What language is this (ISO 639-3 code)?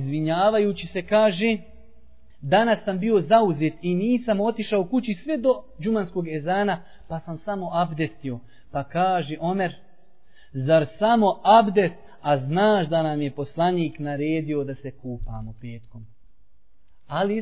bos